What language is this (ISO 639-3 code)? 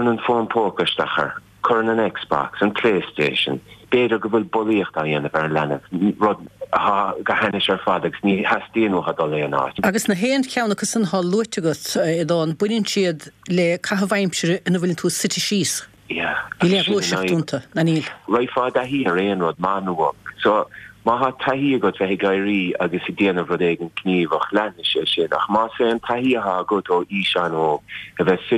gle